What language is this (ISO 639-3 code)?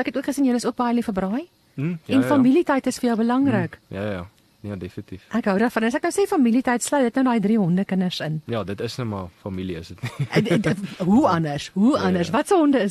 afr